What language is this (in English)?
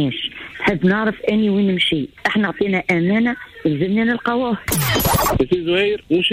Tunisian Arabic